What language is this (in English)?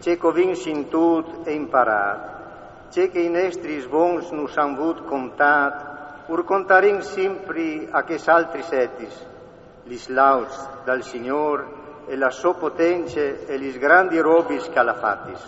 Friulian